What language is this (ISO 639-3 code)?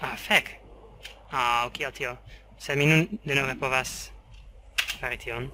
epo